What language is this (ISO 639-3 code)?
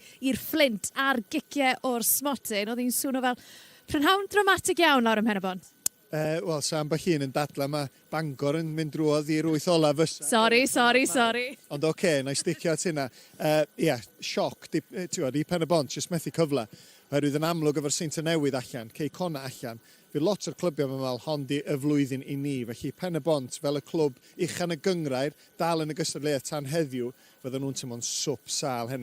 cym